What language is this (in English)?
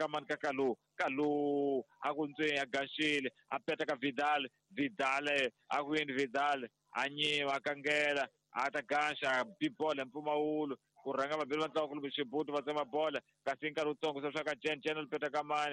Tsonga